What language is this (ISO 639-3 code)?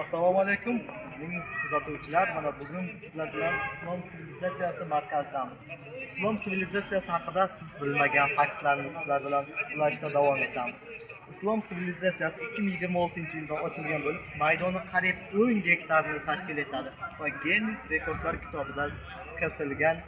uzb